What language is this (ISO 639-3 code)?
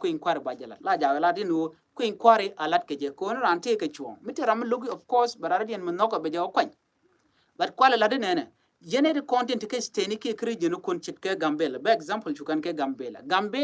nus